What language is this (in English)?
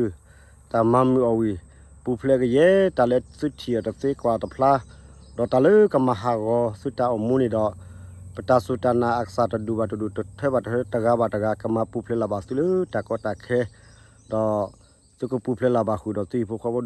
S'gaw Karen